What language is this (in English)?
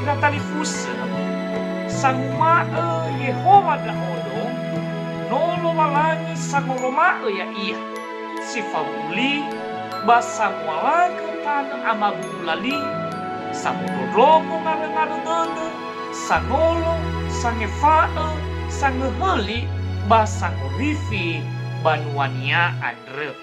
Nias